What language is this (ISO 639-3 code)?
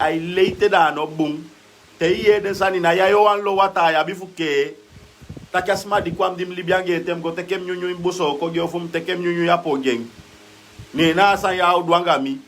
srn